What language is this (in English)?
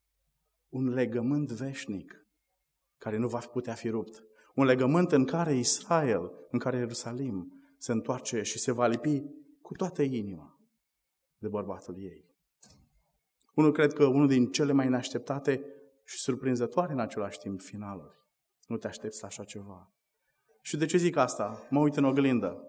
Romanian